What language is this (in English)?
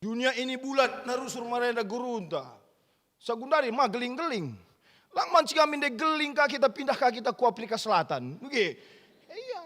Batak Karo